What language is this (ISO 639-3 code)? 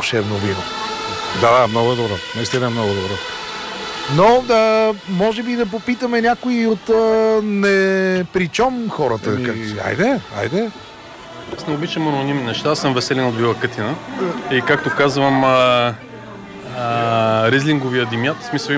bul